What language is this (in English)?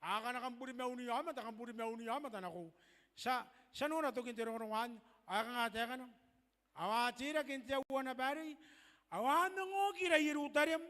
Gilbertese